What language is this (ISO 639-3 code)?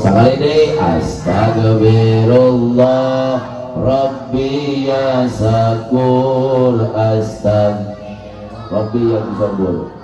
sun